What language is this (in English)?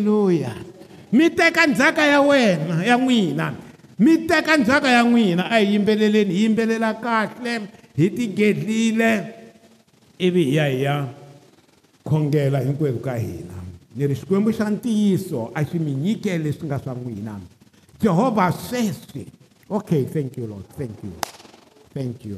Tsonga